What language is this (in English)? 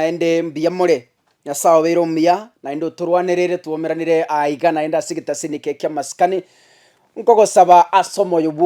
Gusii